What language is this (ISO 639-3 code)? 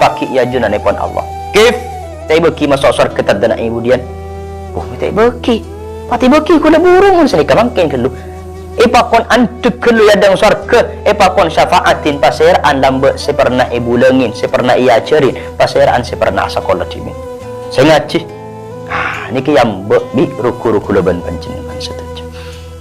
mad